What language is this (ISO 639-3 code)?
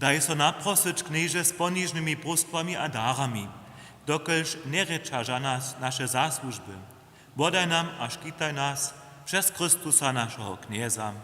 hsb